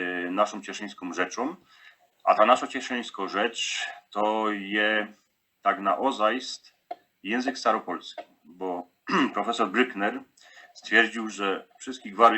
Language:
Silesian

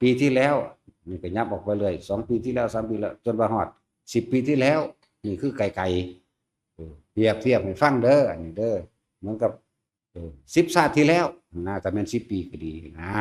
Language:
Northeastern Thai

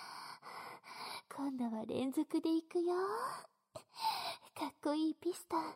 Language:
Japanese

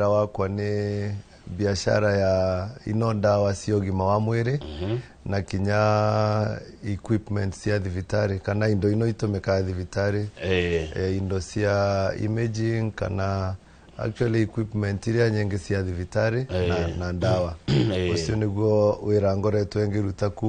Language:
Kikuyu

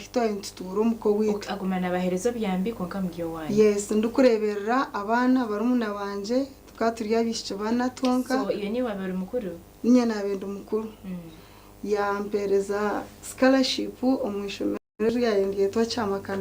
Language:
Nyankole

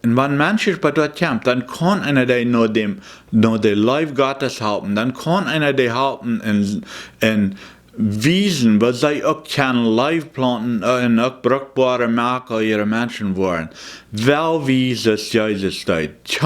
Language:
Plautdietsch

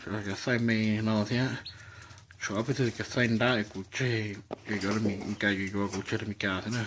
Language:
Hmong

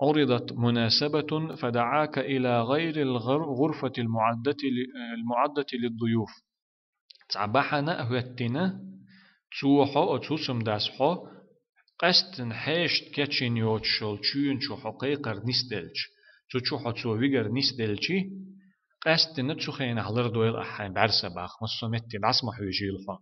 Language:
Chechen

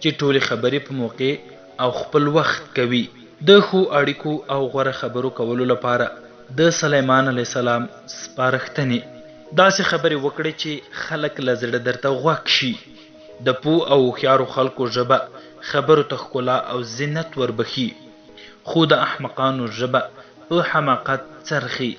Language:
Pashto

